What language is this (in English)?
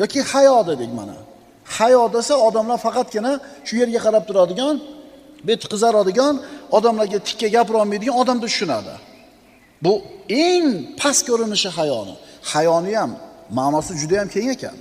Uzbek